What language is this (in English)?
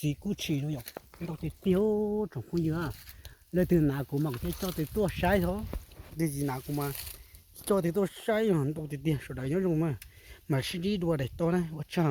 Hmong